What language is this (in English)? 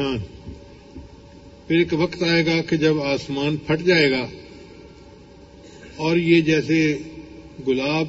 Urdu